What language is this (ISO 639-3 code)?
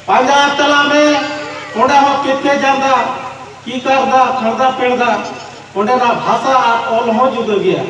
sat